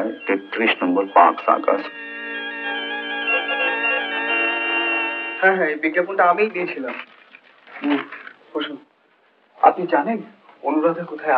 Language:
Bangla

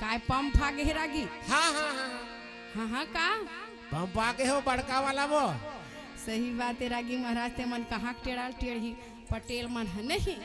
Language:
Chhattisgarhi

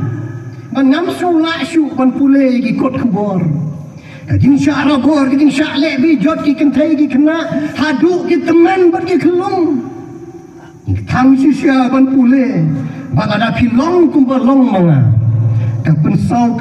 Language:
Khasi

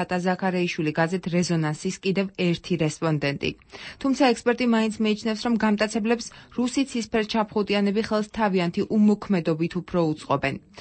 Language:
Georgian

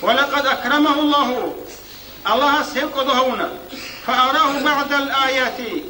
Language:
Avaric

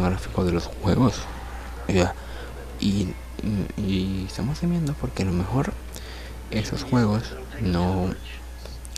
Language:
Spanish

